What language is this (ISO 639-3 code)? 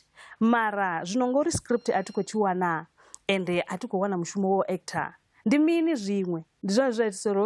ven